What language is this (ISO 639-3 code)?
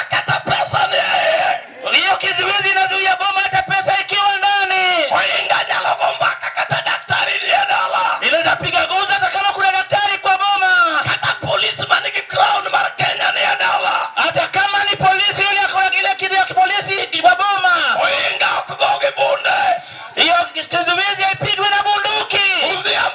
luo